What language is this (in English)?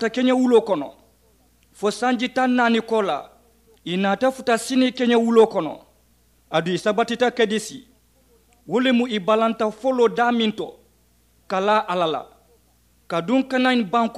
Mandingo